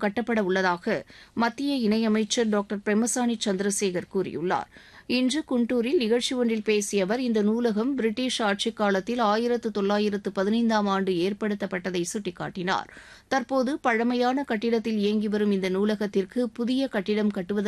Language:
Tamil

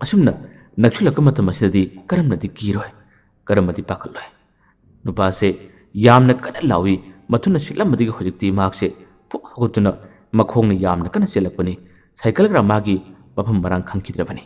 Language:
Manipuri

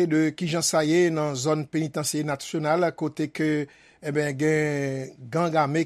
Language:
Haitian Creole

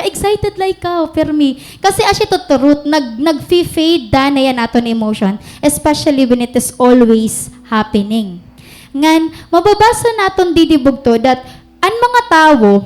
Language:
Waray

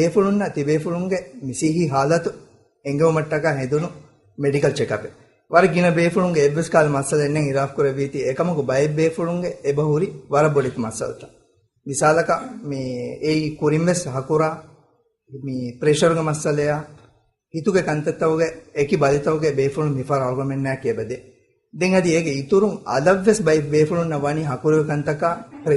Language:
Divehi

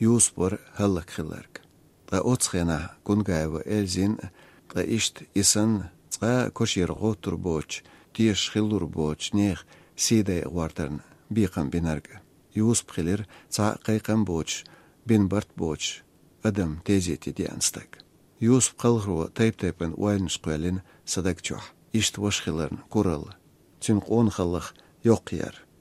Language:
Chechen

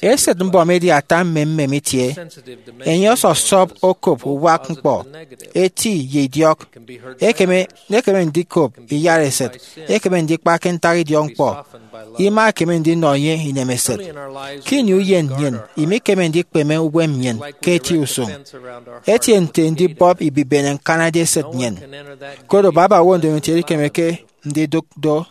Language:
Efik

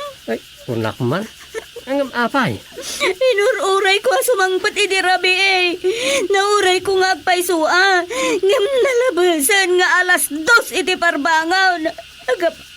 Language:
Iloko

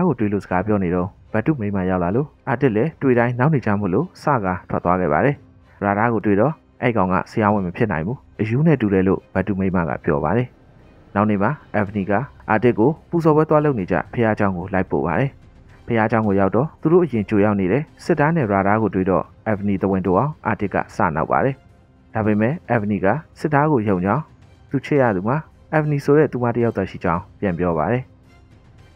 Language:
Burmese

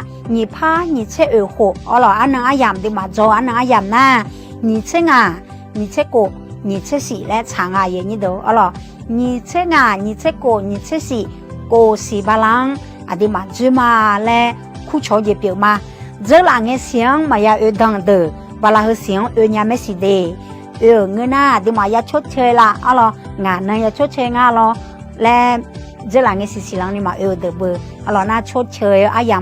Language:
Akha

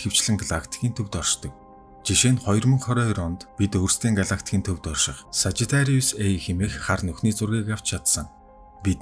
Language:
Mongolian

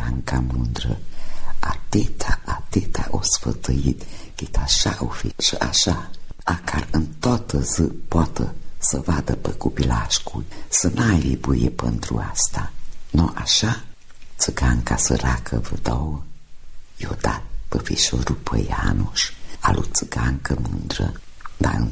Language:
Romanian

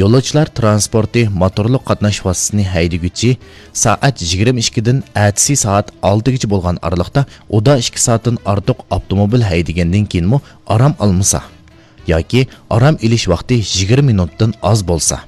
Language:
Uyghur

